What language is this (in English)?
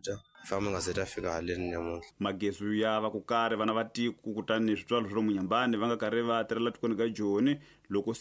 Tsonga